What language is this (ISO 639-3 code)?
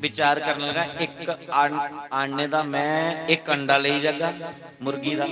doi